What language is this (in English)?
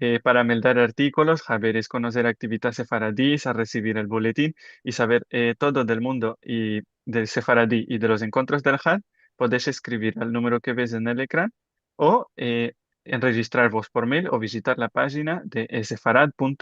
Ladino